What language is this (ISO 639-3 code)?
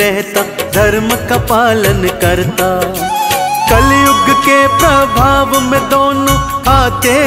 hin